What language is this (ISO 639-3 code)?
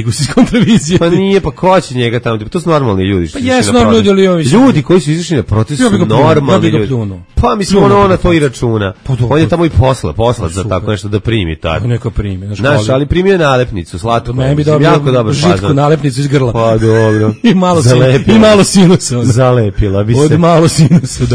srp